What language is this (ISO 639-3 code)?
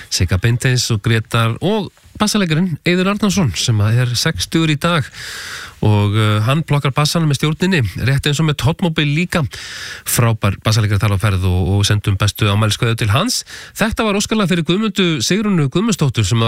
isl